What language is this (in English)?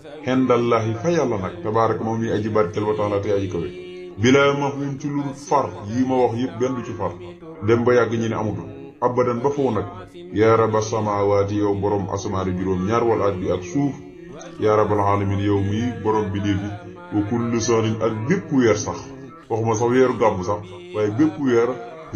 Wolof